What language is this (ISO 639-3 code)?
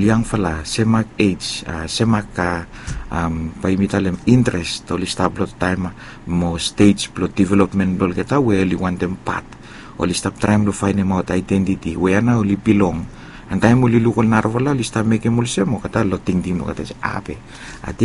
bis